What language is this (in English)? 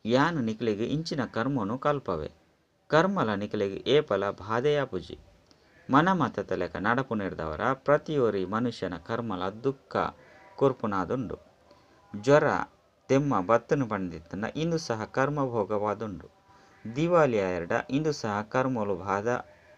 Tulu